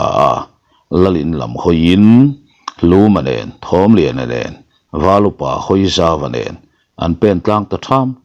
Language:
Mizo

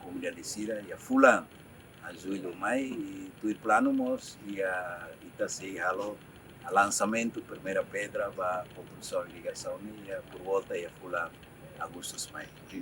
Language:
Tetum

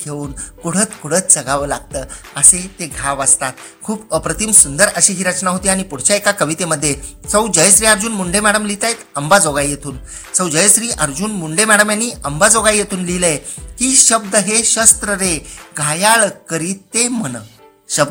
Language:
Marathi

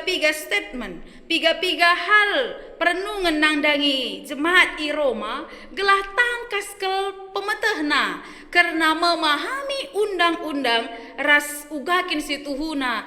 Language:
Batak Karo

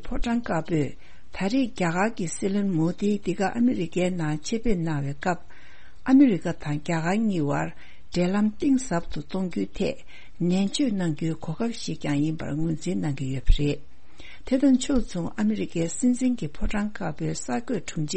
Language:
Tibetan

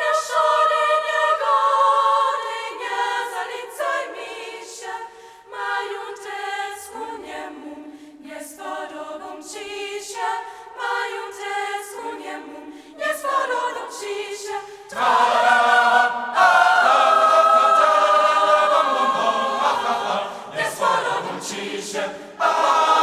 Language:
Upper Sorbian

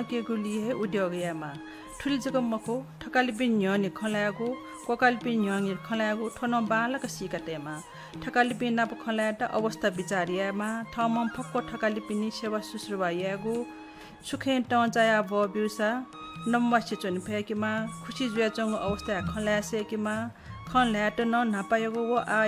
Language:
Newari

